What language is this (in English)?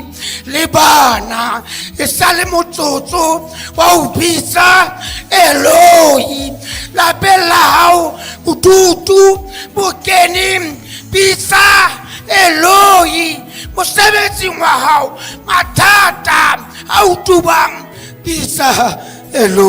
Southern Sotho